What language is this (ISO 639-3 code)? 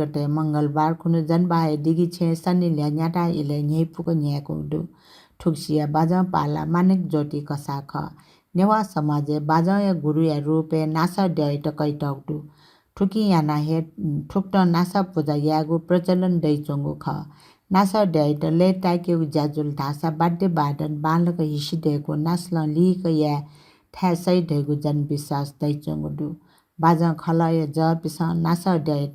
new